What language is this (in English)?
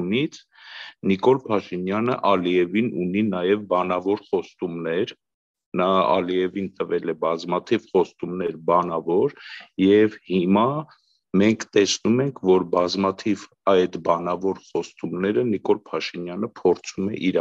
Armenian